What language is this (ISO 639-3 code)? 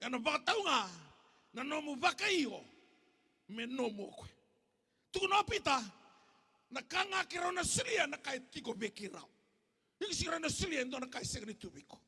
fij